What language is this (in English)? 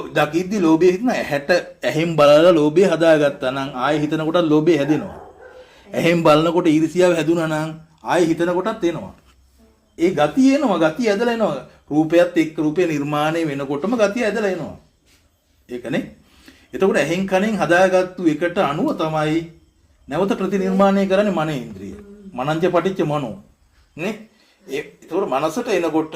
Sinhala